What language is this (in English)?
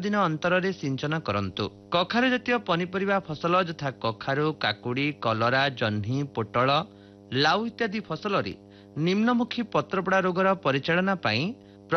Odia